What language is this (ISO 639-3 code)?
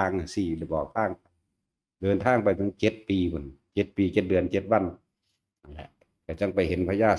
tts